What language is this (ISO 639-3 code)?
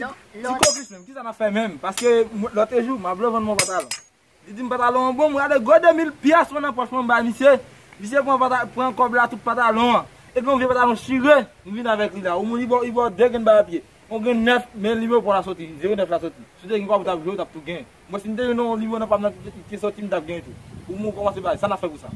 hat